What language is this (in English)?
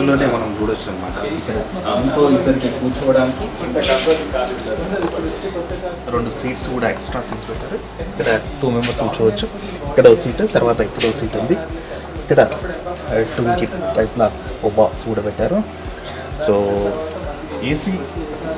Telugu